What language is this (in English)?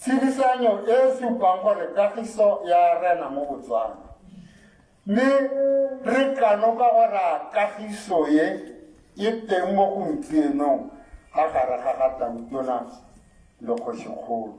Tswana